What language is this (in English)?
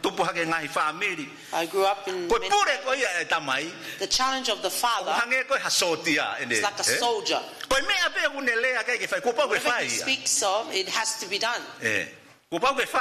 Tongan